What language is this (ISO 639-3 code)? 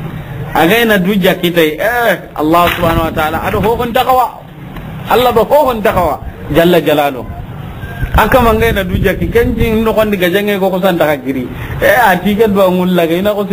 snk